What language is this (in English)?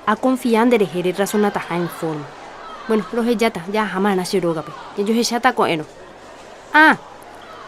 Guarani